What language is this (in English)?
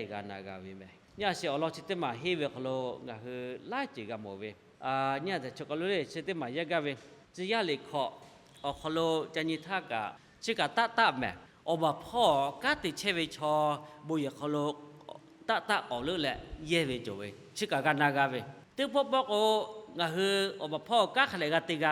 Lahu